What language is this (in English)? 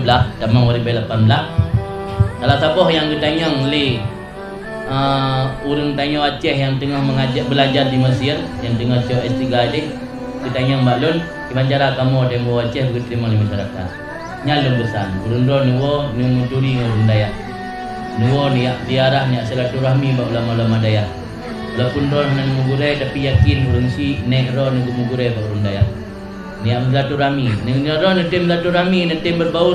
Achinese